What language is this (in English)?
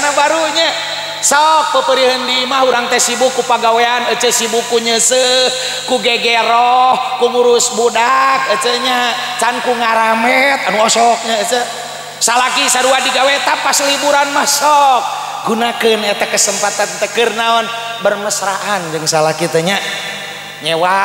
Sundanese